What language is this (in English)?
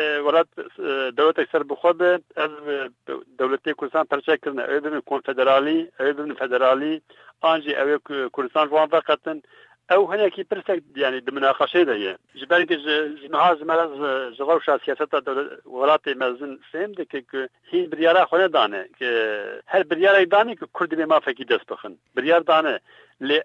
Kurdish